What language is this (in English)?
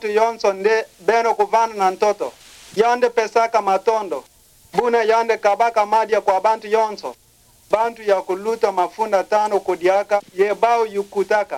Kituba (Democratic Republic of Congo)